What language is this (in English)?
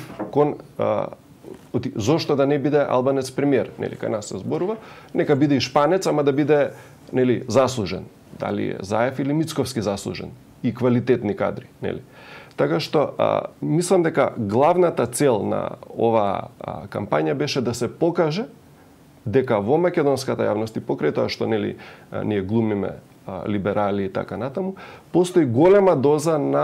Macedonian